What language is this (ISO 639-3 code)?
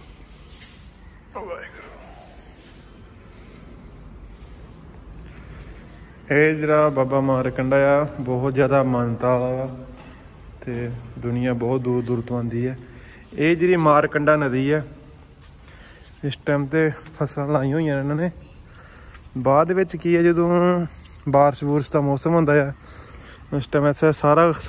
pan